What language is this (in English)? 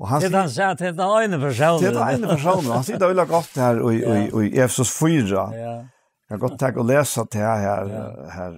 Faroese